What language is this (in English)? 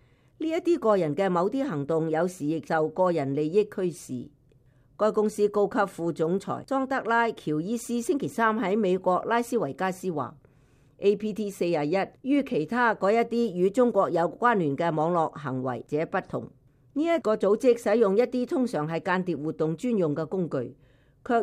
Cantonese